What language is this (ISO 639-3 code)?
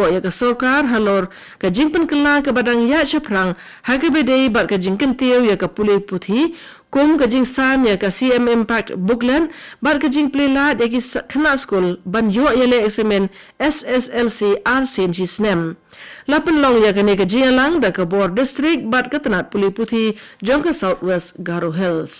kha